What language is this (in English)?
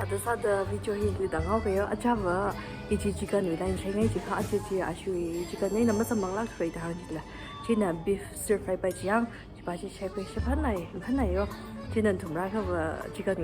Tangkhul Naga (India)